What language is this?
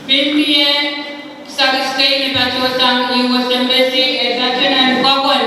Pohnpeian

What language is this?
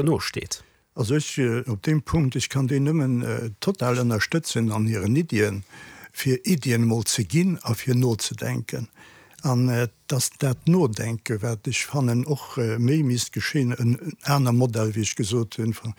Luxembourgish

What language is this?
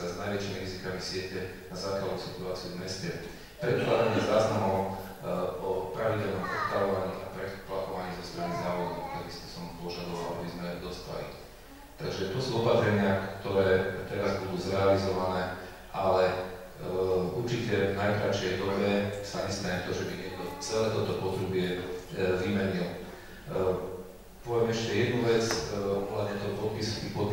Slovak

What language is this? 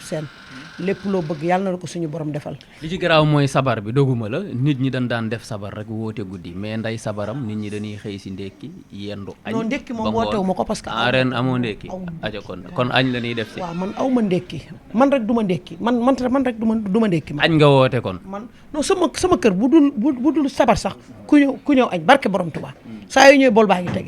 Wolof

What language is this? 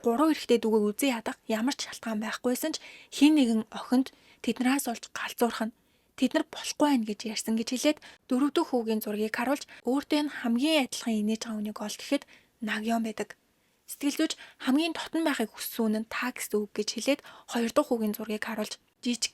Mongolian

